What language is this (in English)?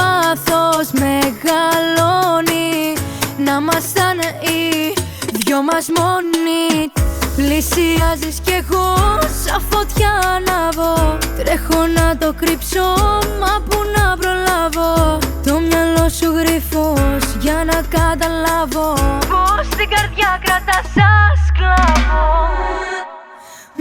Greek